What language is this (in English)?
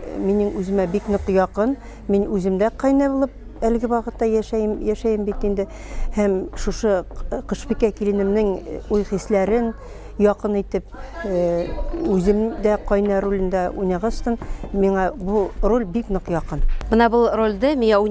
Bashkir